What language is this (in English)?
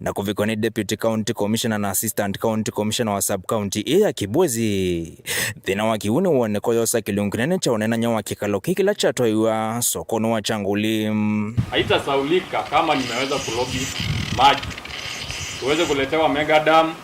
Kamba